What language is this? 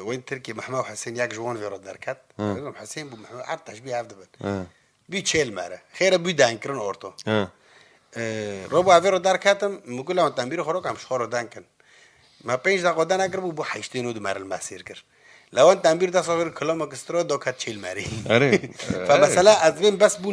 Kurdish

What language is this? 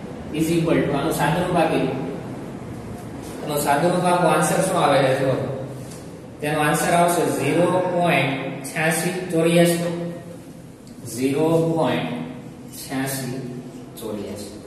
Gujarati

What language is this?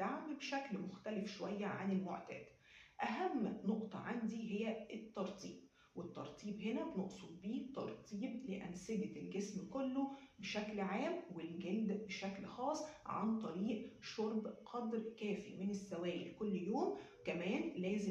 Egyptian Arabic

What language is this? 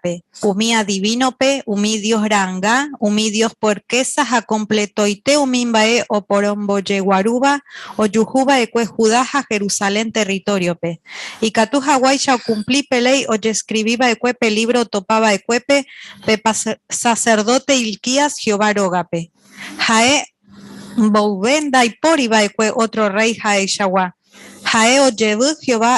Guarani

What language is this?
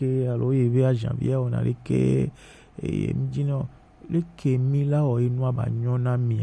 Gen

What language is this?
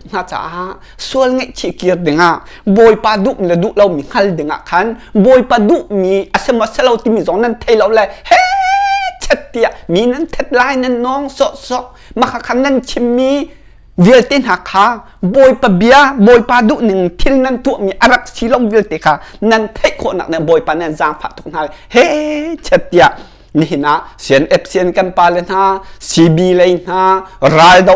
Hakha Chin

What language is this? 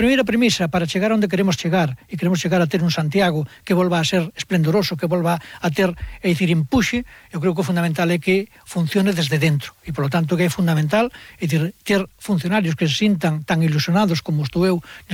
Galician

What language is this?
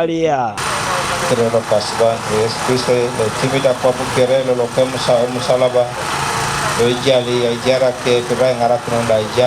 Teso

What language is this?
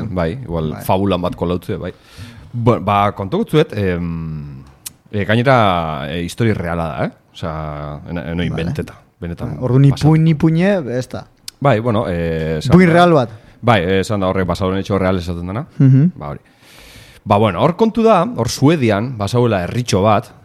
Basque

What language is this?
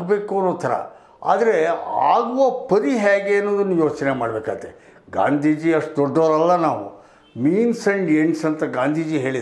Kannada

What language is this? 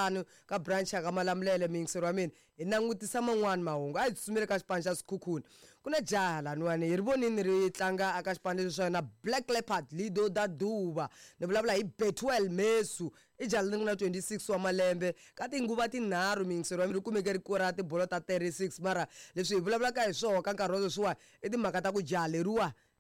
Tsonga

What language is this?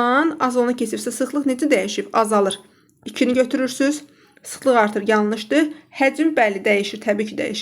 Azerbaijani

